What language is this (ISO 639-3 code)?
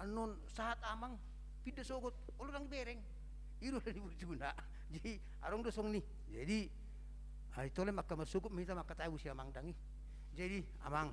bbc